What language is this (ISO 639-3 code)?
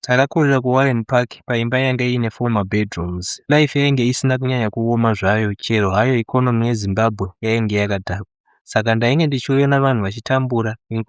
sna